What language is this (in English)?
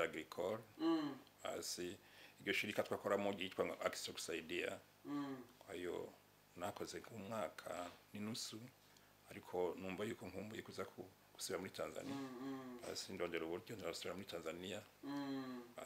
Rundi